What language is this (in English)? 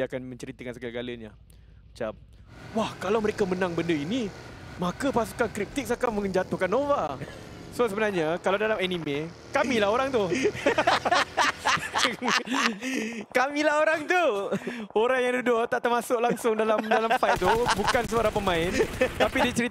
Malay